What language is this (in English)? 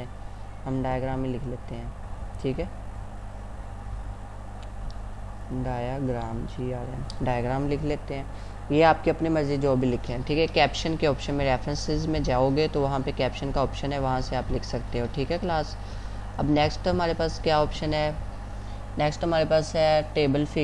Hindi